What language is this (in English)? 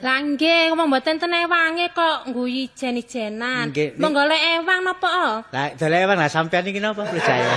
Javanese